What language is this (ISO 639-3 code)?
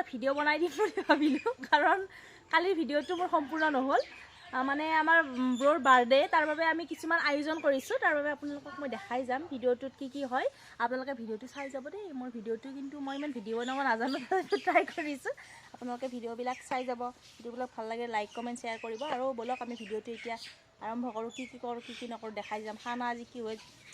asm